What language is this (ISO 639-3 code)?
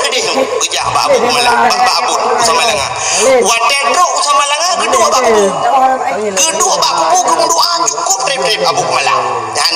ace